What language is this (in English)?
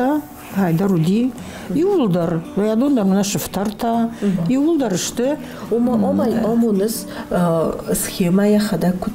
Ossetic